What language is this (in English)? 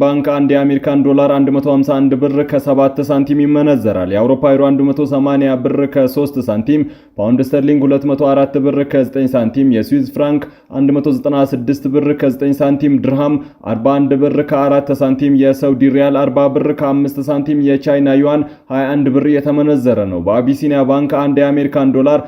Amharic